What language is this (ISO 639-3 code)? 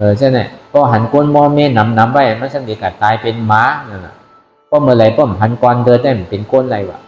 shn